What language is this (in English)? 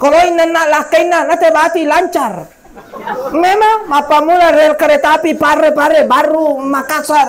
Buginese